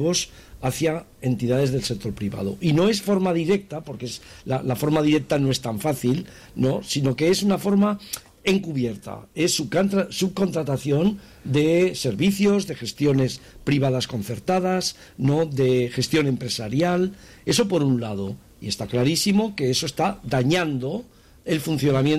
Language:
Spanish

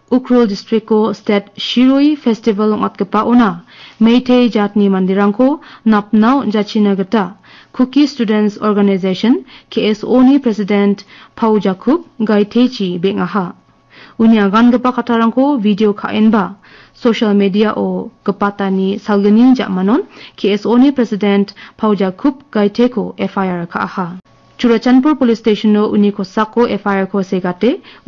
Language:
Garo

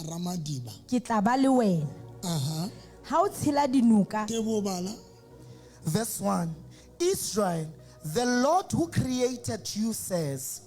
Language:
Southern Sotho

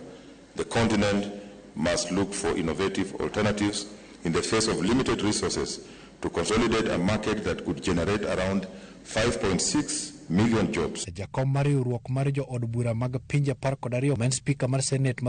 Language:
Luo (Kenya and Tanzania)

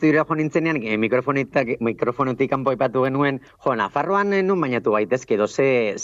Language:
Basque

